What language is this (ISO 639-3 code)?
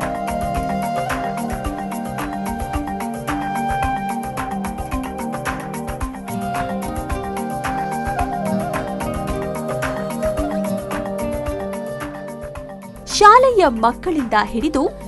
kan